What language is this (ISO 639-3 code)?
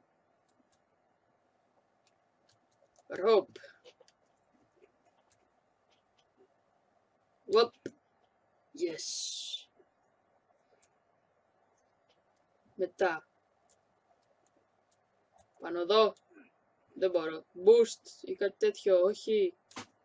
ell